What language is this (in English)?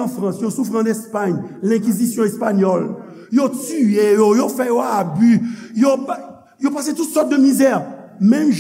Haitian Creole